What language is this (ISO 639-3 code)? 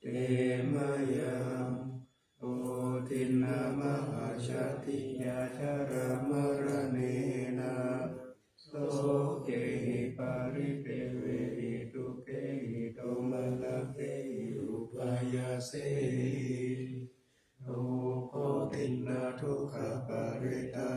pli